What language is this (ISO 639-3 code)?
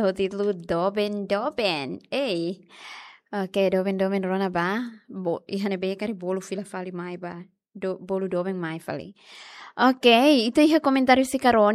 tet